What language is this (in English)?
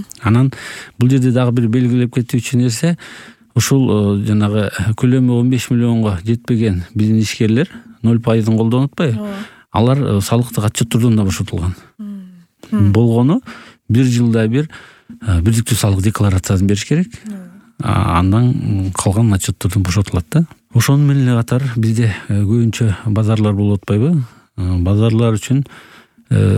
Kyrgyz